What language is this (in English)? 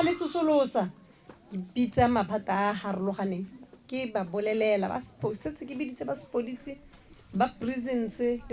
Tswana